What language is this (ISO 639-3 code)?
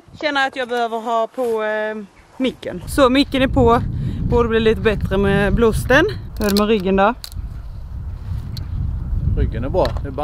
swe